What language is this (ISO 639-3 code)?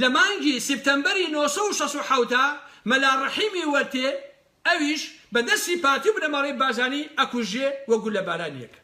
ckb